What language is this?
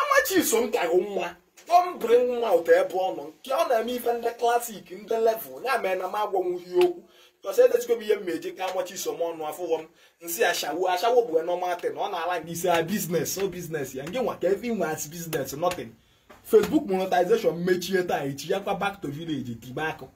Igbo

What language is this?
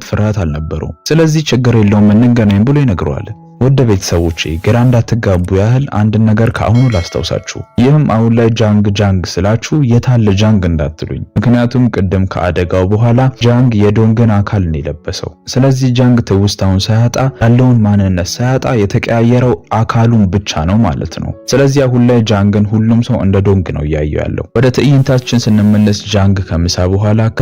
Amharic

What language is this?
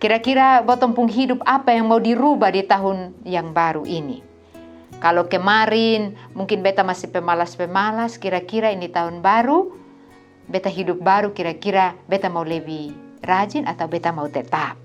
Kupang Malay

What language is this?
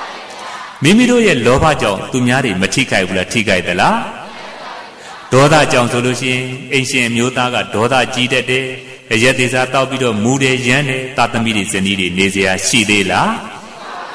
Burmese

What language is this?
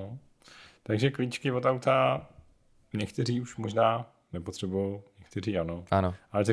Czech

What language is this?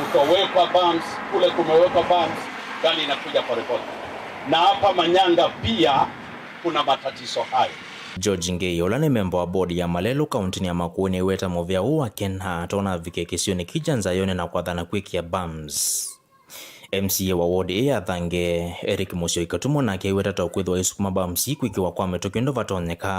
Kamba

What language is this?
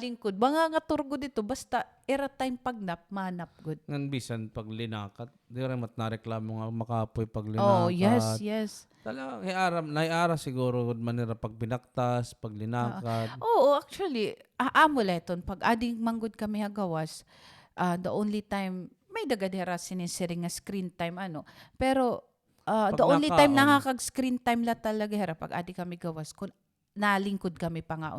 Waray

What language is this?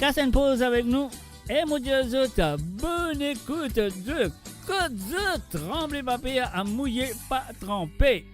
Morisyen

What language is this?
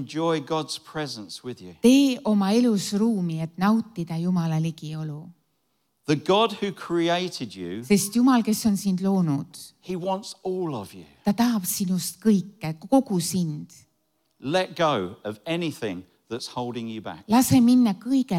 Estonian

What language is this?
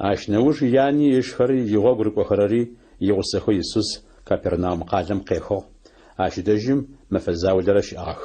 Adyghe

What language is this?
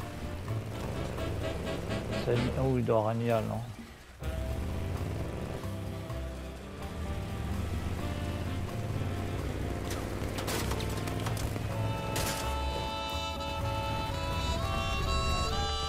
French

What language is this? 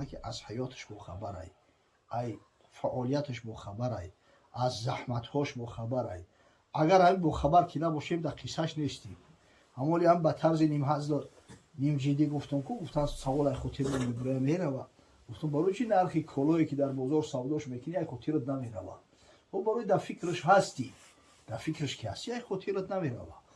Tajik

